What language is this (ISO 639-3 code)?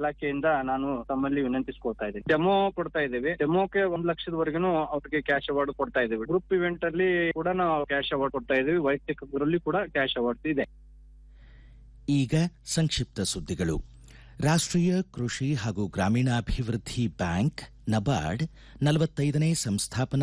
kan